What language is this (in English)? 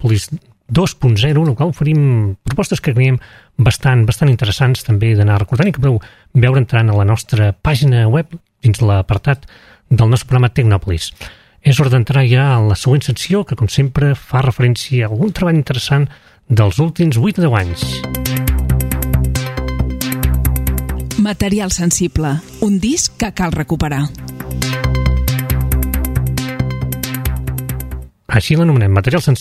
Catalan